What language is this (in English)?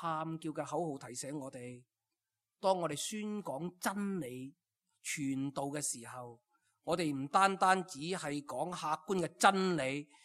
Cantonese